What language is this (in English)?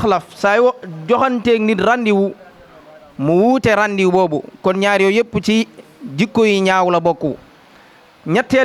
Wolof